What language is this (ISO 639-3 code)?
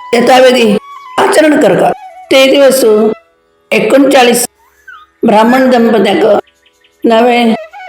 kok